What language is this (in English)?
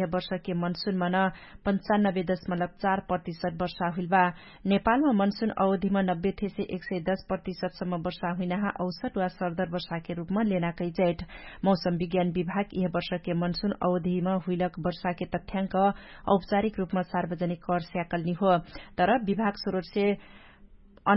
Dangaura Tharu